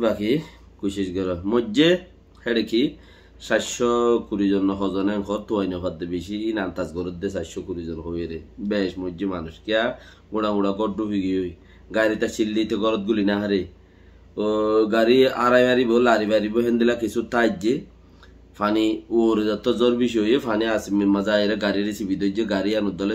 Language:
Rohingya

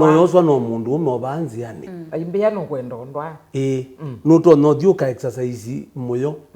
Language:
Kamba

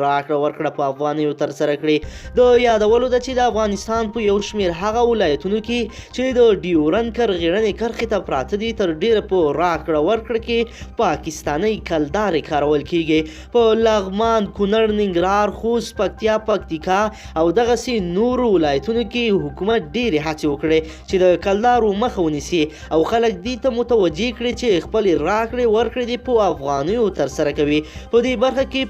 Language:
Pashto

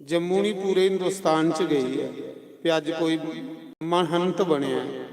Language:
Dogri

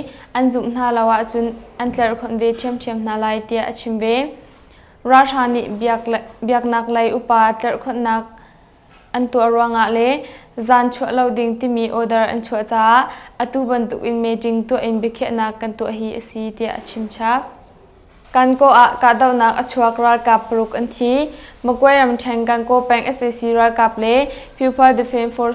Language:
Hakha Chin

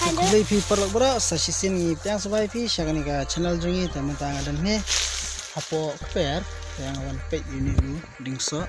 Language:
Khasi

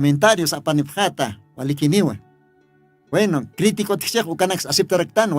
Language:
Aymara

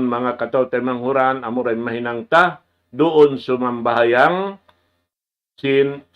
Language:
Tausug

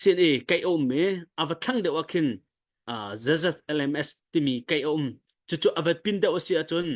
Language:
Hakha Chin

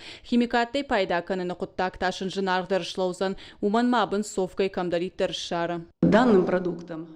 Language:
Ossetic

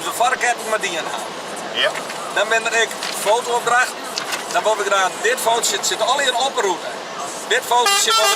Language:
Western Frisian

